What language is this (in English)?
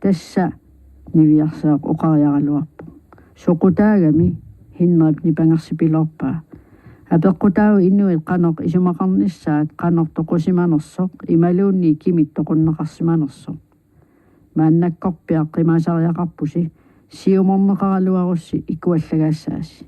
Kalaallisut